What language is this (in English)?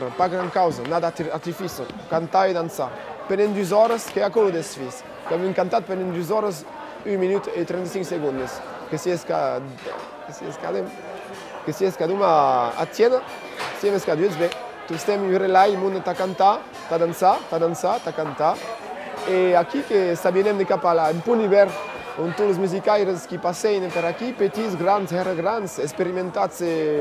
Occitan